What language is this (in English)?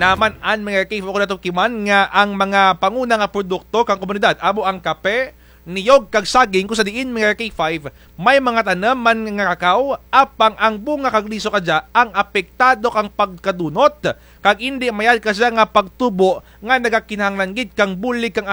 Kinaray-a